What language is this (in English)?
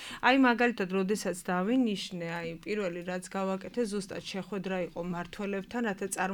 Georgian